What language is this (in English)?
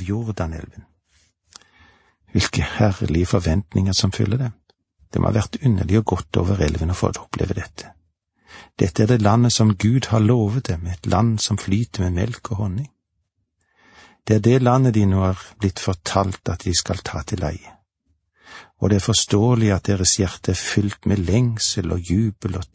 Norwegian